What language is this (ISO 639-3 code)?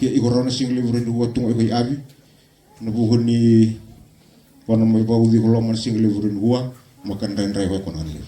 fij